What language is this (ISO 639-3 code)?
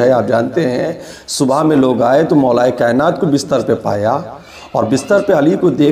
urd